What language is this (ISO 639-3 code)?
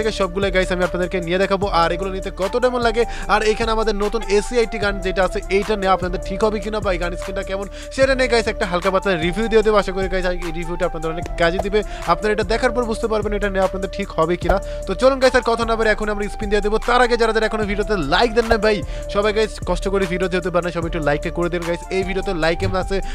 ben